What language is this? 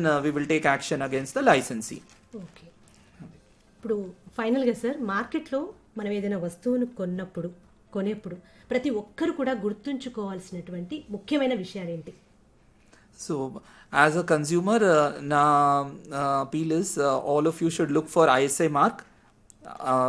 Telugu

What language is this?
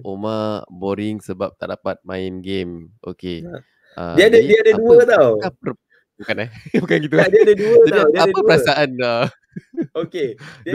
Malay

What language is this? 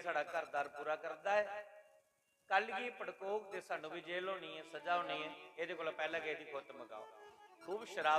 Dogri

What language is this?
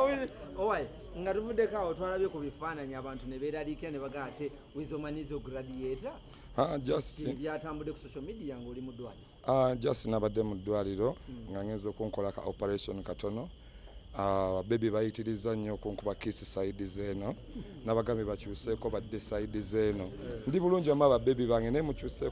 Ganda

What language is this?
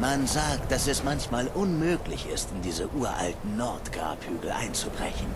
Bavarian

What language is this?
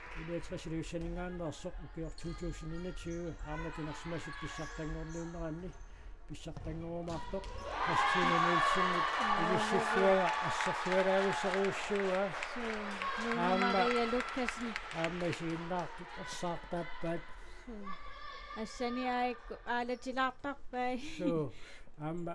Kalaallisut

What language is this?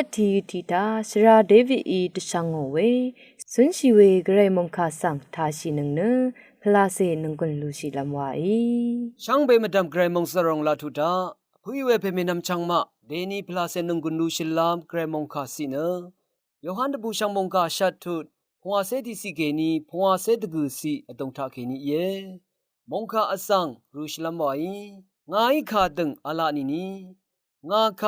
Rawang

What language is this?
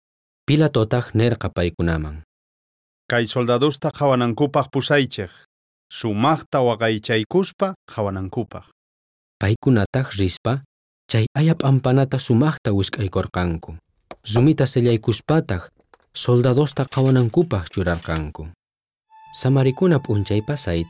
South Bolivian Quechua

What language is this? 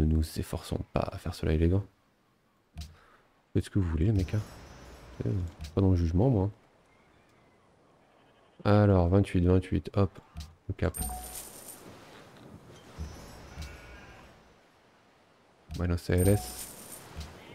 French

